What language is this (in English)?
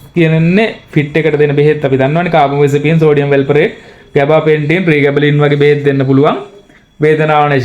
Sinhala